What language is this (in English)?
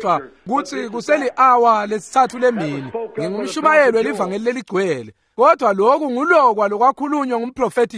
Swati